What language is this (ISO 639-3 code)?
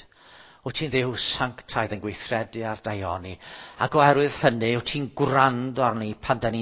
cym